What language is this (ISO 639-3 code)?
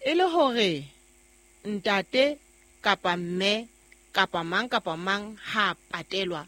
sot